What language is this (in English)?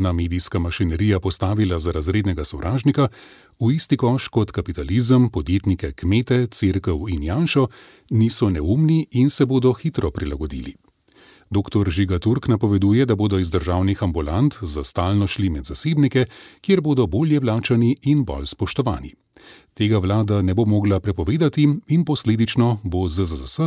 Slovenian